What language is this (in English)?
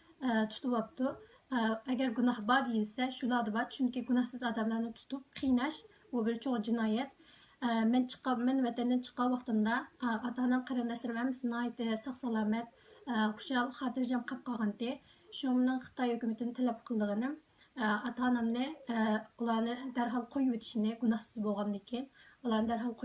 Uyghur